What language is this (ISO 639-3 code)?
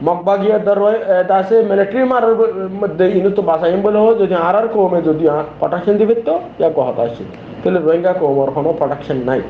rhg